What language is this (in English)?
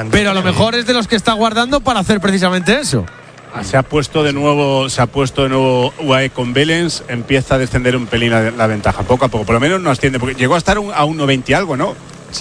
Spanish